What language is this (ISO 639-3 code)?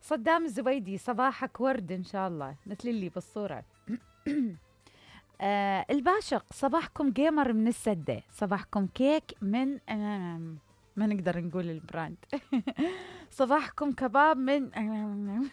acm